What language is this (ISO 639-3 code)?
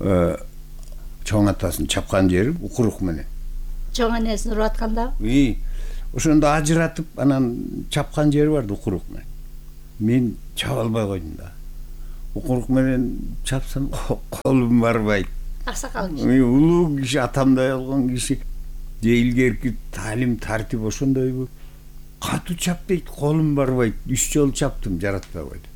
kir